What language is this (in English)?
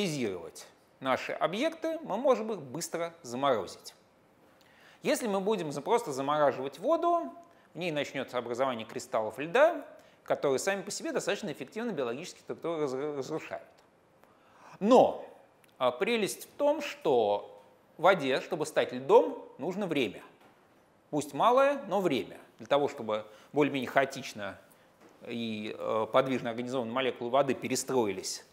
Russian